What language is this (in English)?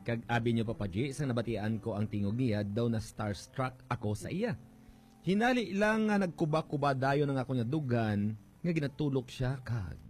Hiligaynon